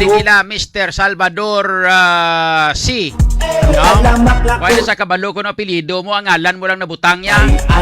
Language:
Hiligaynon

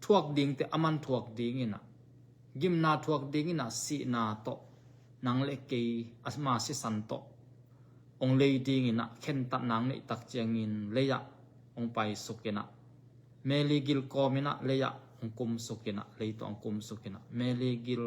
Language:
Tedim Chin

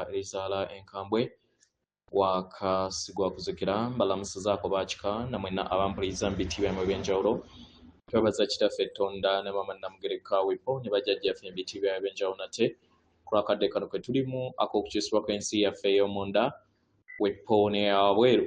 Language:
Ganda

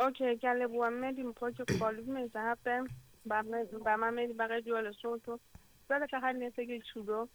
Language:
Southern Sotho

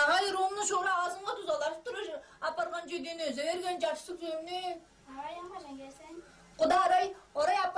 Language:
Tuvinian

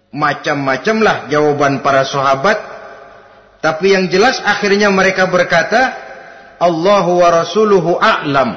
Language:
Indonesian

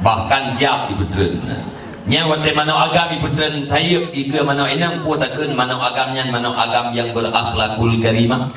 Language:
Achinese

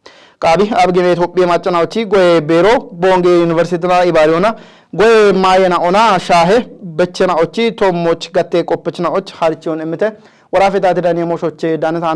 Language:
Kafa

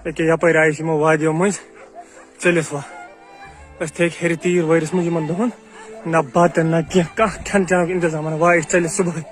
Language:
Kashmiri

